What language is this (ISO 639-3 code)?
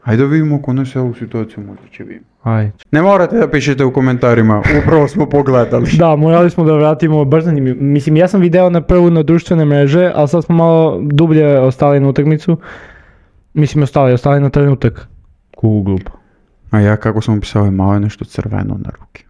srp